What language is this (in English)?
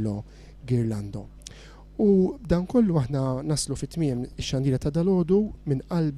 Maltese